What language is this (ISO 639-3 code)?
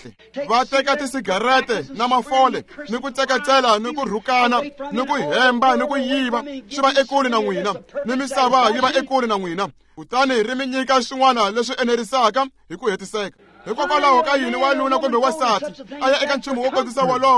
tso